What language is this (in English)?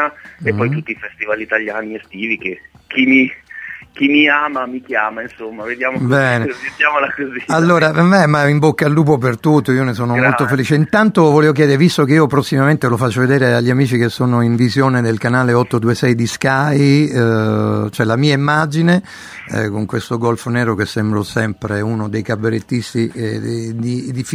Italian